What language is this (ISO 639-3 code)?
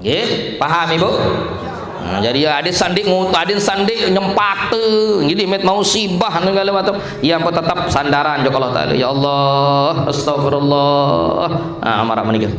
sas